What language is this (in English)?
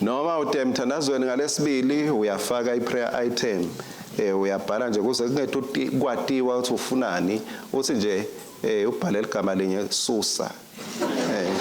Swati